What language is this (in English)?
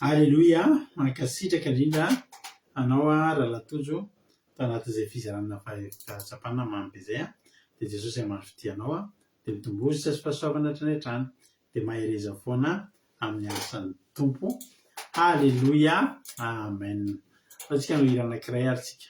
Malagasy